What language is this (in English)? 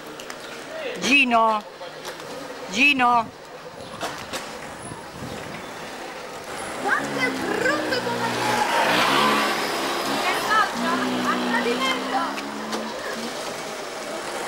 Italian